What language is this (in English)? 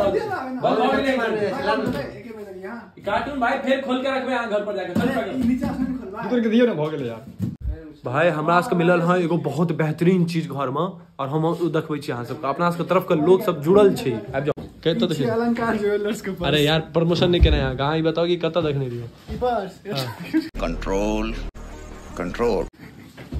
Maithili